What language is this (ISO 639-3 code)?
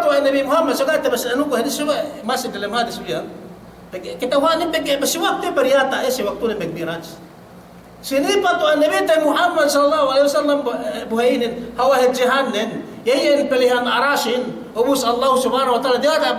yka